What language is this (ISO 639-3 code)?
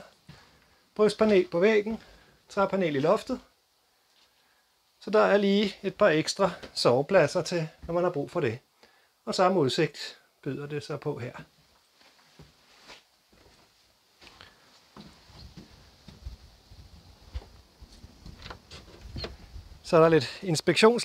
dan